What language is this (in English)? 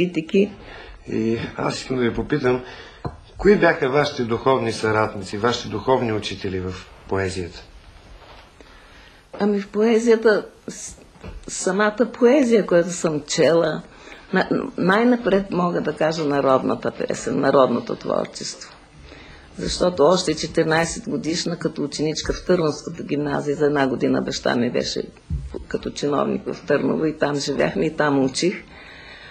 Bulgarian